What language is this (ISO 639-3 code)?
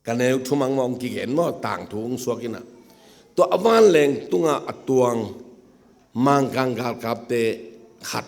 ctd